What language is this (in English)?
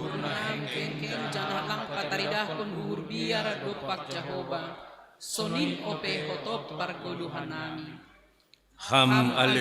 Batak Simalungun